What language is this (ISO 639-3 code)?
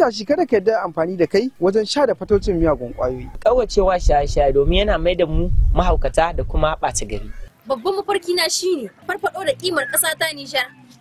hau